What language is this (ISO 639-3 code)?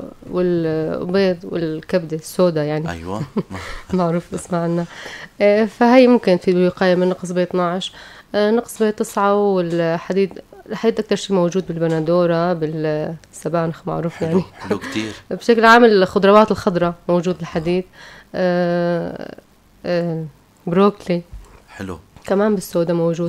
apc